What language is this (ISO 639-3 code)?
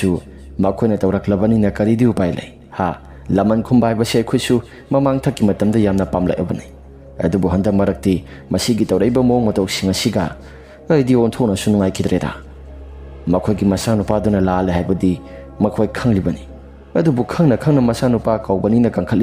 mni